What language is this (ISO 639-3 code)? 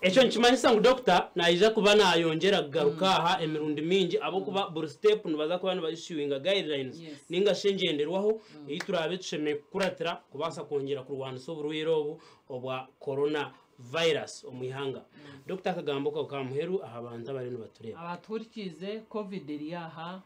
nyn